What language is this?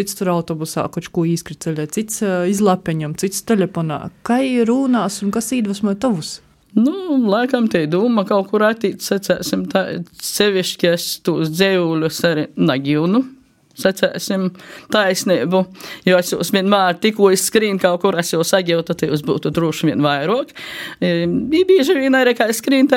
Latvian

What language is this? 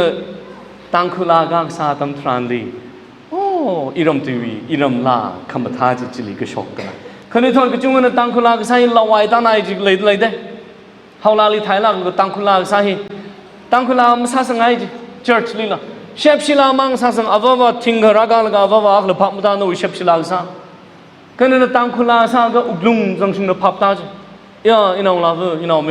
Tangkhul Naga (India)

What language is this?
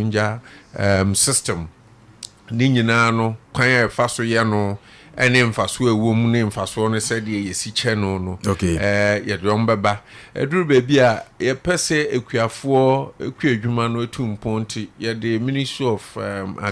Akan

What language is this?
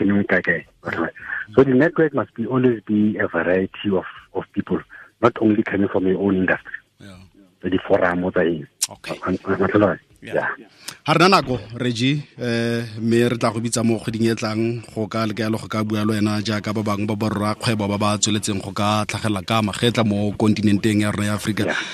Tswana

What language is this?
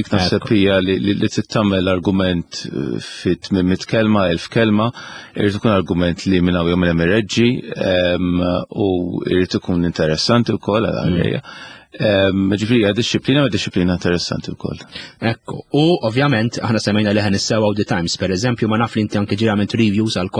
Maltese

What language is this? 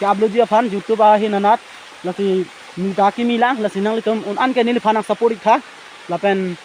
Karbi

